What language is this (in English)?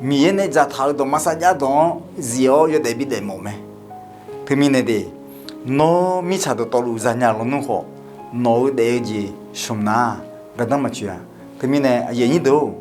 Akha